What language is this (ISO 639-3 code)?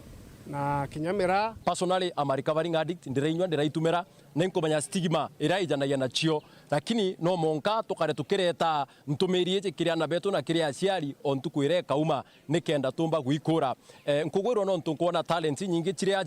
mer